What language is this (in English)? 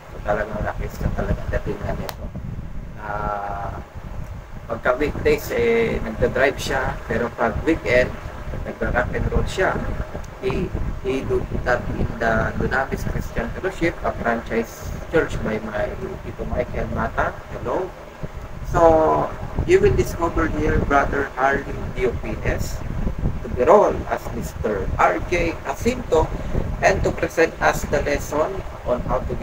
Filipino